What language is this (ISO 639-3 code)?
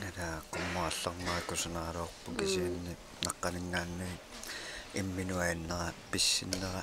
kal